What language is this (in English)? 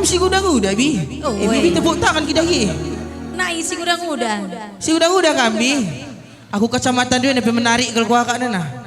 Batak Karo